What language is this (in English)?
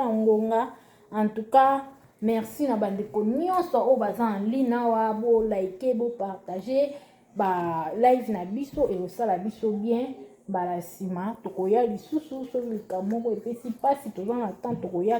Lingala